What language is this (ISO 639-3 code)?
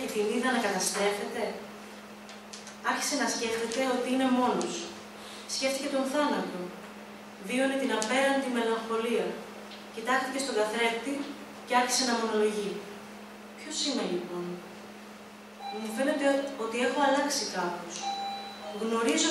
ell